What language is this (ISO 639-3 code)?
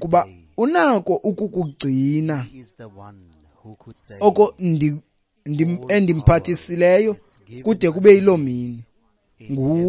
xho